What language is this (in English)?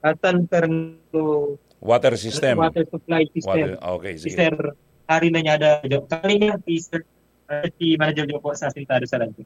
Bikol